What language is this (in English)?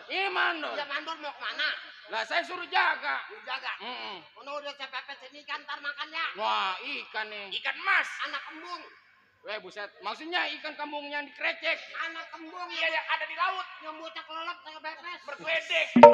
Betawi